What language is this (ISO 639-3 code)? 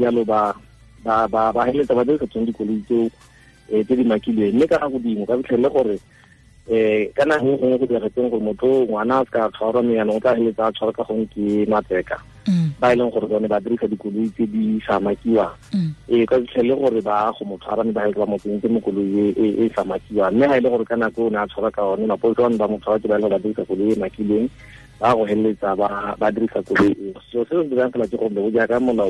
tsn